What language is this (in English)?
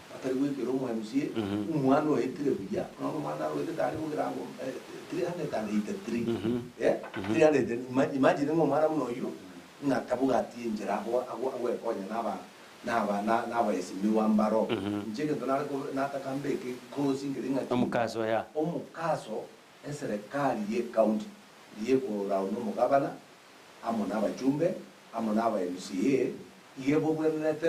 Gusii